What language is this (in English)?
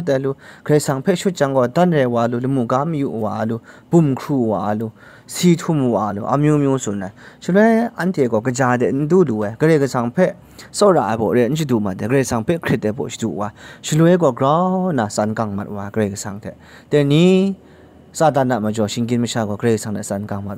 Kachin